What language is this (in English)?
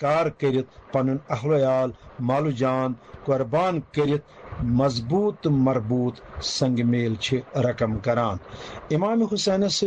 Kashmiri